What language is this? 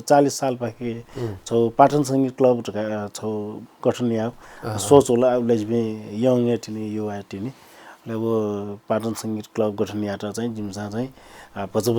Newari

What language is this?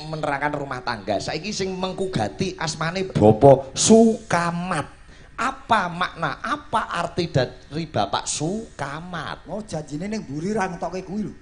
Javanese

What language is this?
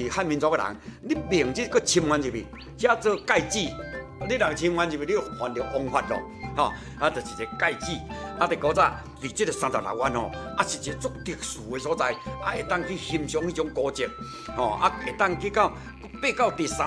Min Nan Chinese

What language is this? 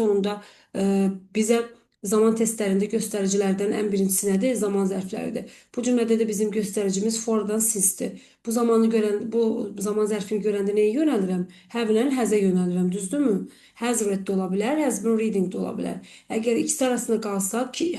Azerbaijani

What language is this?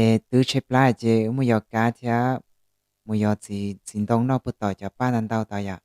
Hmong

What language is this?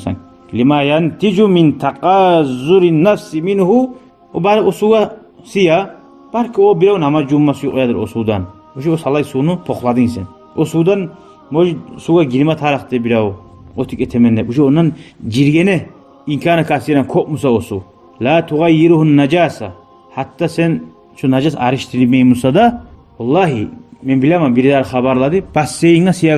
Kumyk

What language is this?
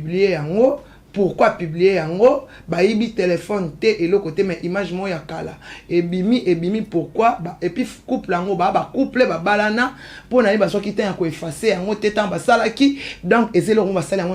Lingala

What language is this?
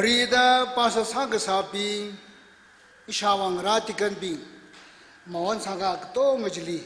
Tangkhul Naga (India)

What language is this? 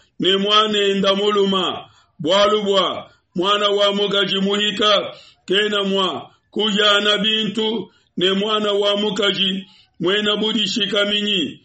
Luba-Lulua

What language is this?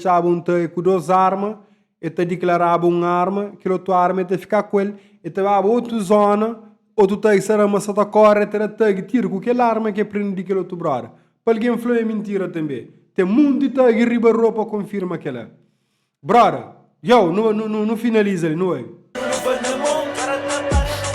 Kabuverdianu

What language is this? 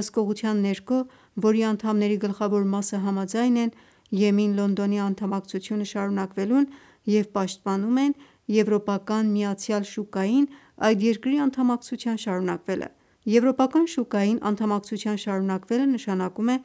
Armenian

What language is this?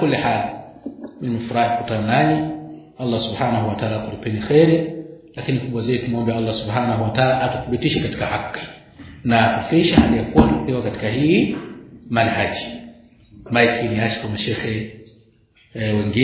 Swahili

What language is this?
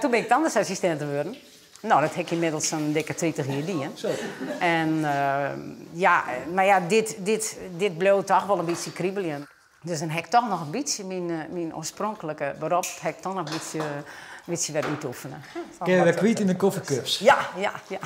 Western Frisian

